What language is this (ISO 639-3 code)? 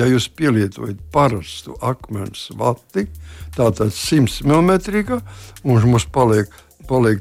lav